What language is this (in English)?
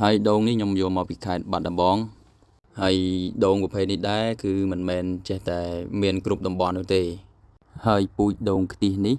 Khmer